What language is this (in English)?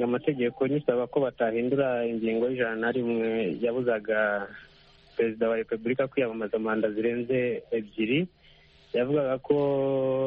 Kinyarwanda